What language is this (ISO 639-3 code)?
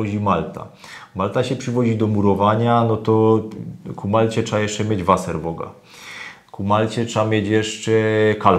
szl